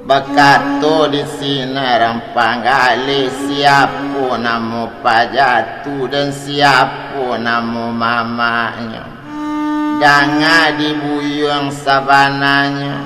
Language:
Minangkabau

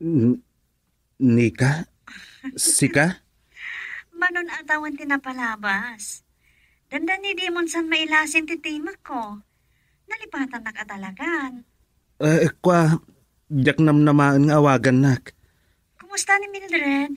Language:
Iloko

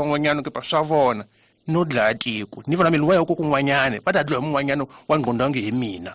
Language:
Tsonga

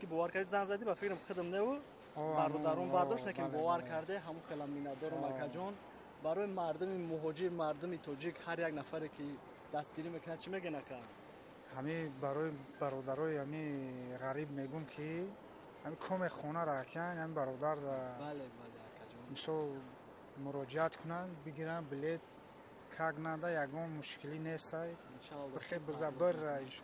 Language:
Tajik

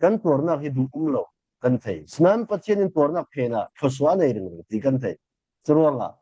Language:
Falam Chin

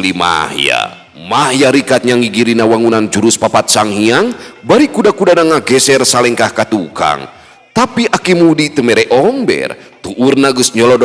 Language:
Sundanese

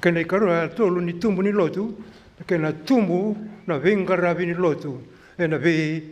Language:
Fijian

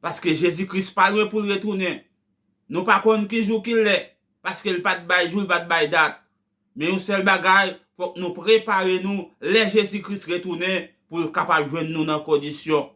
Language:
Haitian Creole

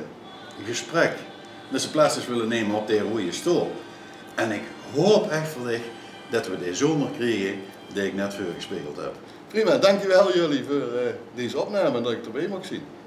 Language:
Limburgish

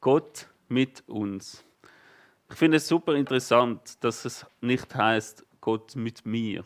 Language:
Swiss German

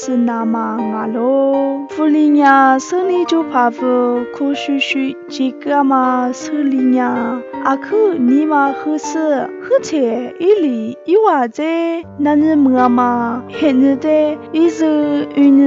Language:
Lisu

